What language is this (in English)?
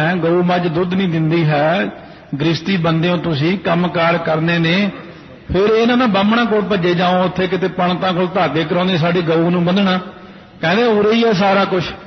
Punjabi